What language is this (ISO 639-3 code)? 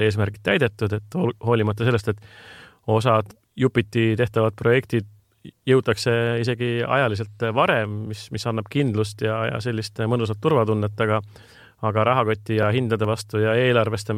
est